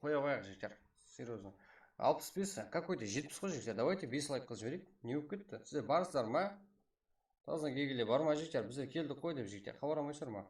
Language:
Kara-Kalpak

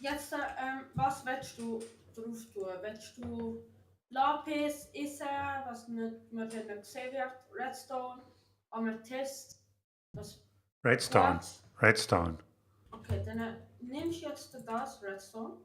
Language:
Swiss German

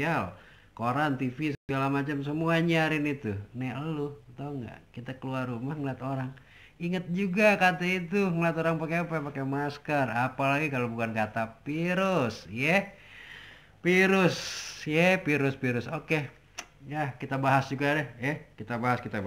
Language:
Betawi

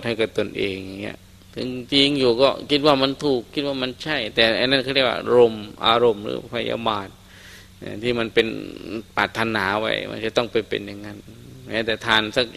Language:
Thai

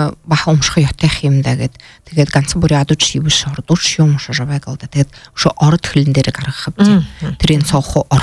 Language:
Buriat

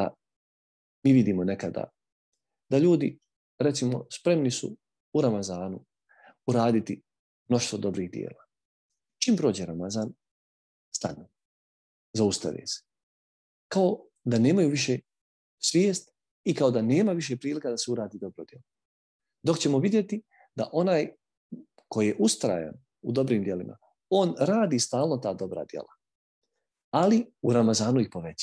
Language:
Bosnian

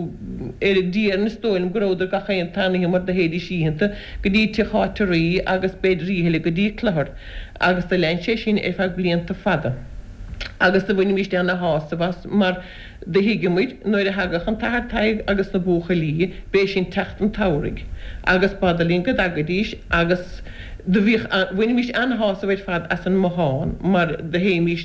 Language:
Irish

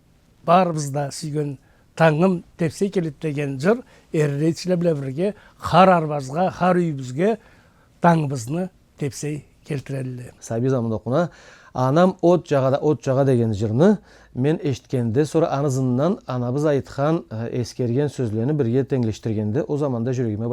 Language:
Karachay-Balkar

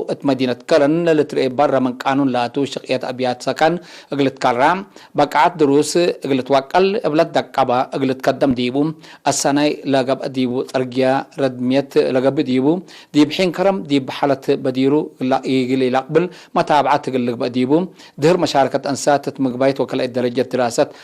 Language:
Tigre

